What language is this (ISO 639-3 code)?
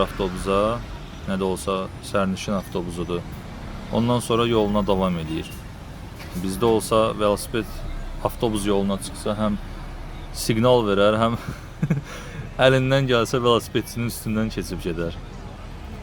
aze